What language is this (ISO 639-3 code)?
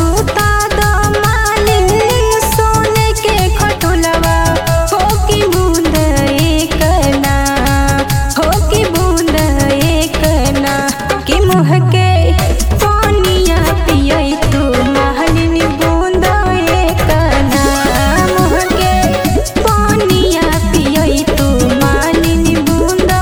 bho